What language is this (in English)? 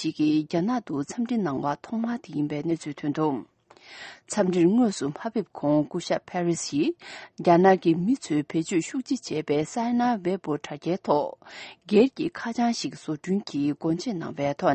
Tibetan